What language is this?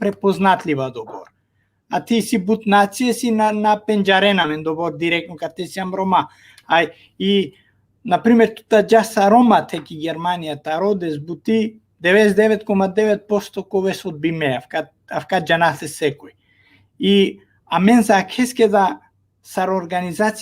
Balkan Romani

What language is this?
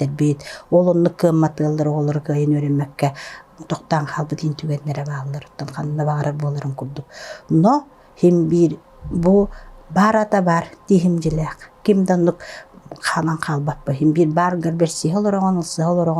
Yakut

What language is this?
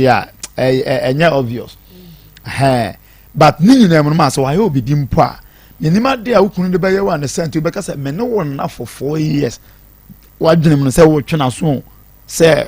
Akan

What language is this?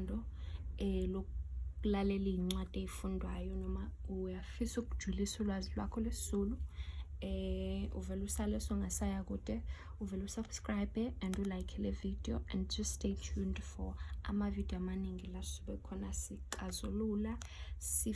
Zulu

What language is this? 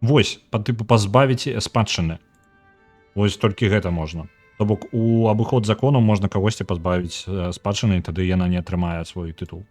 Belarusian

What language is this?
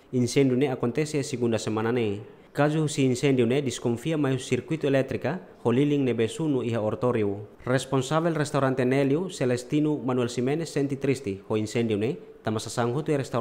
Tetum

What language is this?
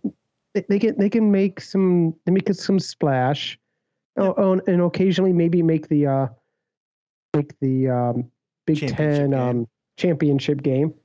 English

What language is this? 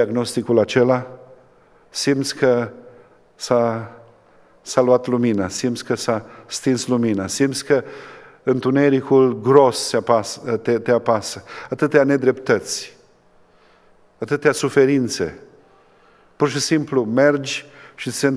Romanian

